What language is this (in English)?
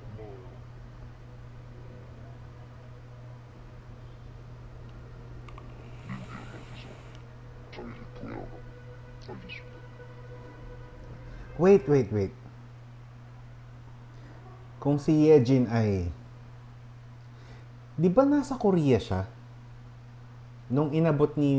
Filipino